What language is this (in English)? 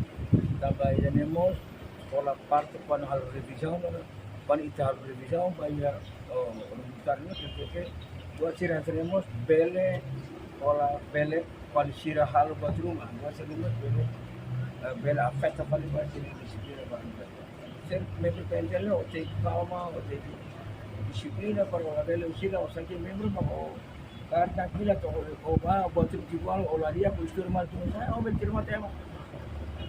Tetum